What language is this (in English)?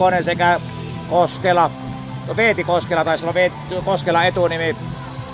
Finnish